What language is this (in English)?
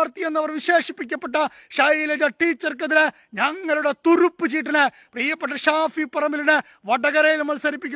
Malayalam